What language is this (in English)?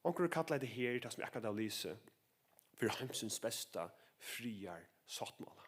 Faroese